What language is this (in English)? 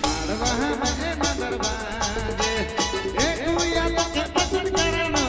Sadri